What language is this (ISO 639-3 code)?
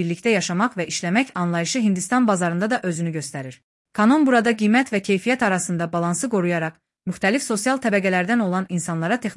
aze